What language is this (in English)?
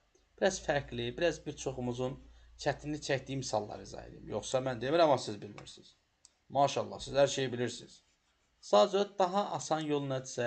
Azerbaijani